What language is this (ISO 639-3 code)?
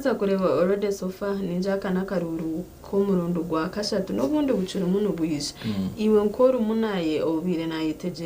nyn